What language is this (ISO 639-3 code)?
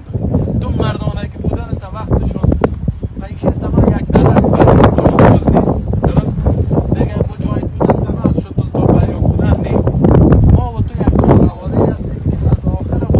fas